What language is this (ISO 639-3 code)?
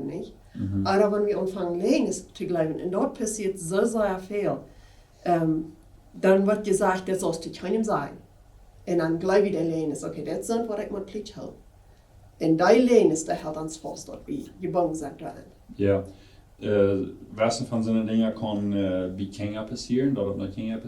pdt